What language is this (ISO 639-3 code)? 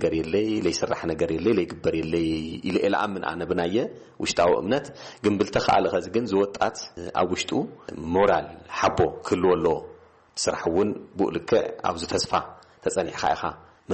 tir